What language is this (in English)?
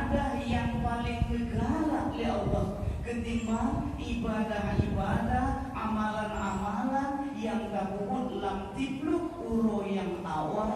Achinese